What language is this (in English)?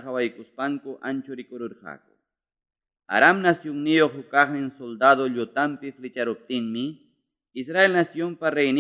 Ayacucho Quechua